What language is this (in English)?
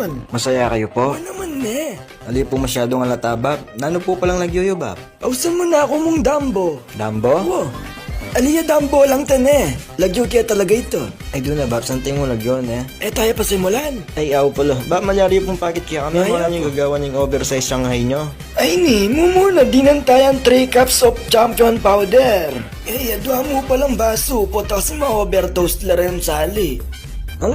Pampanga